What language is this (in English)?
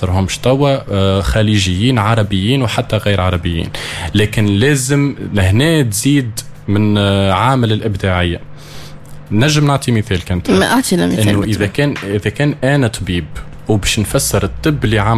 Tunisian Arabic